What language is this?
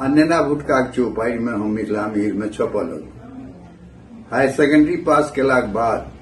Maithili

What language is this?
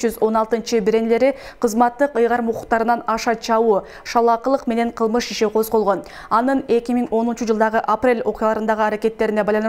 Kyrgyz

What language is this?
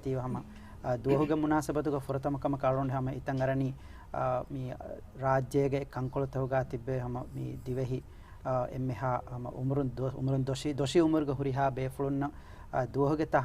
Divehi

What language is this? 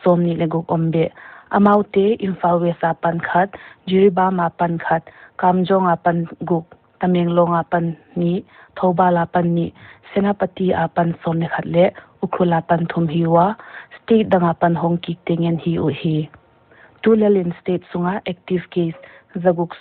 Paite Chin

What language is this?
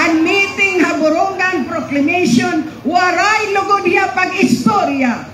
Waray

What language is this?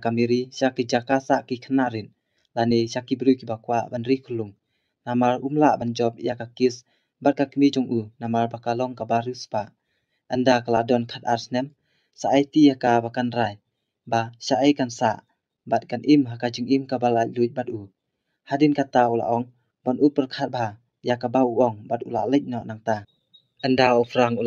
Khasi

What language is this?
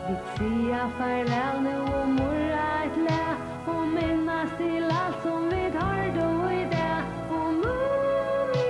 Faroese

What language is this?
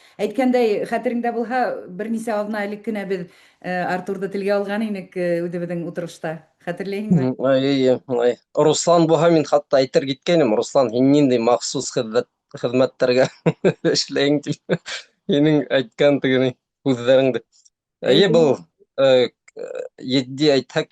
Bashkir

